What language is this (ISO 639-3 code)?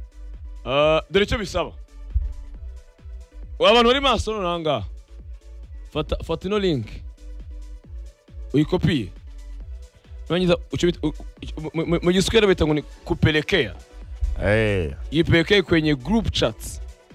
kin